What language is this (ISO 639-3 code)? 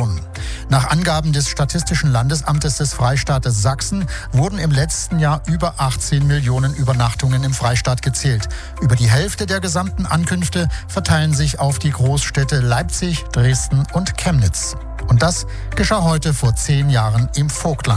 deu